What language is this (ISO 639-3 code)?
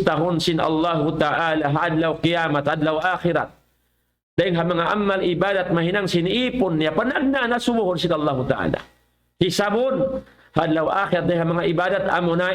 tsg